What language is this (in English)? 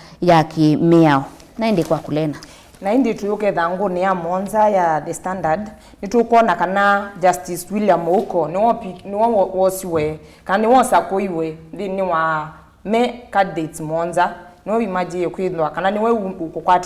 Kamba